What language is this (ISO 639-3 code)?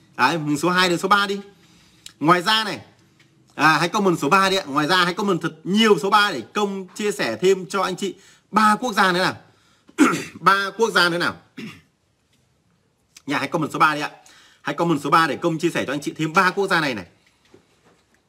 vie